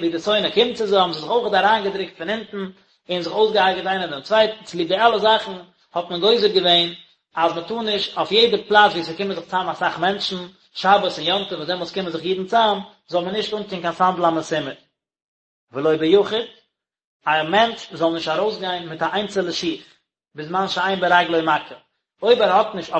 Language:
Yiddish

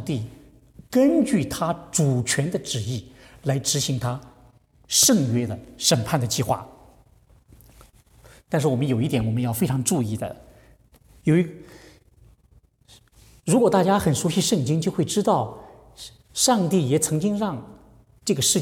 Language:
Chinese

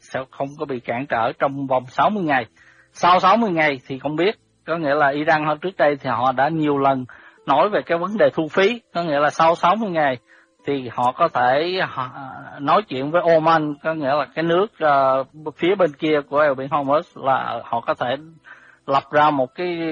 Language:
Vietnamese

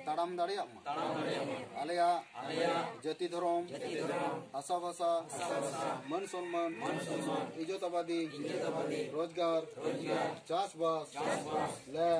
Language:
Santali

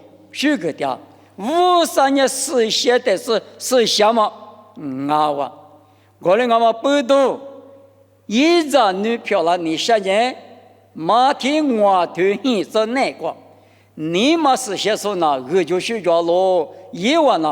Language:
Lisu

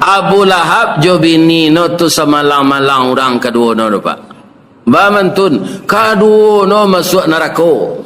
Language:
Minangkabau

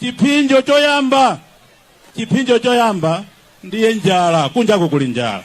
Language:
Nyanja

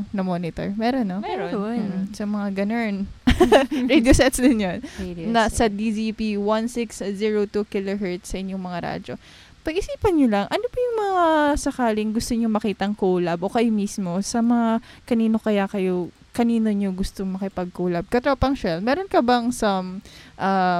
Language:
Filipino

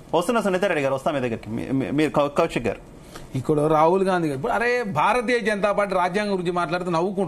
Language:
Telugu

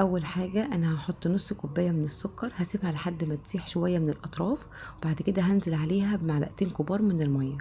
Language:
Egyptian Arabic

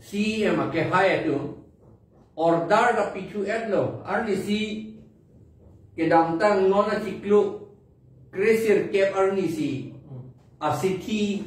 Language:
Karbi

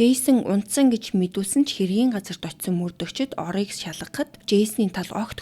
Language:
Mongolian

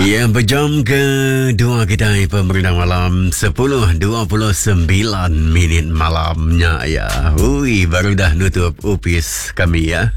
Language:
Iban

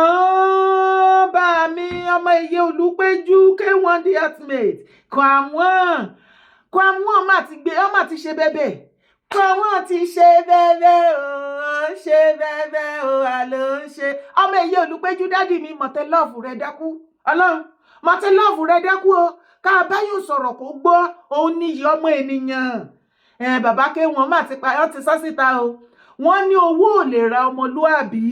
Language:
Yoruba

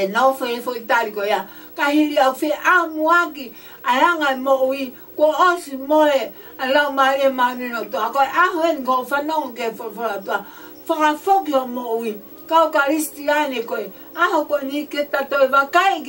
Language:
Tongan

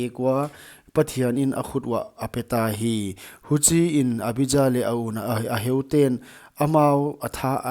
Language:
Paite Chin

